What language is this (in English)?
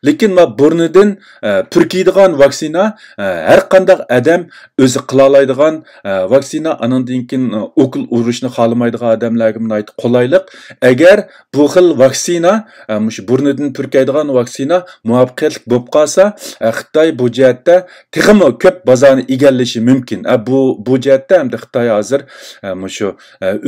Uyghur